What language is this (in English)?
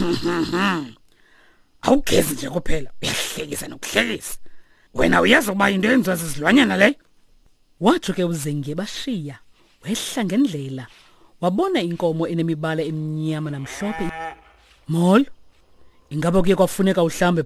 Xhosa